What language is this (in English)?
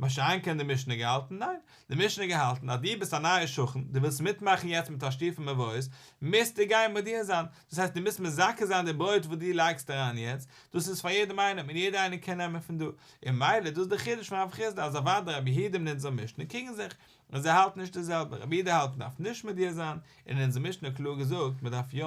Yiddish